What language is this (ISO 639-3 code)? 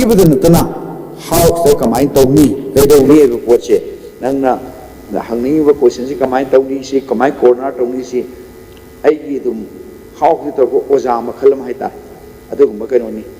mni